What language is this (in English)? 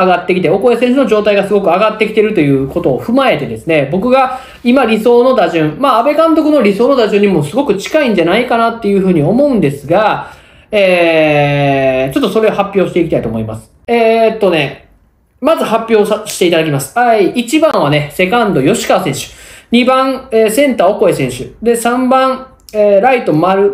Japanese